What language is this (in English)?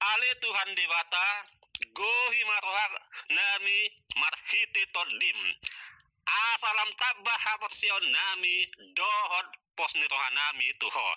Batak Toba